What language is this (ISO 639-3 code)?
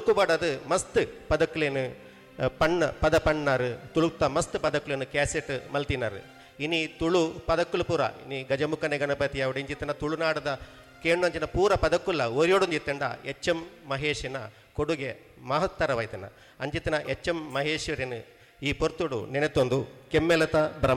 tcy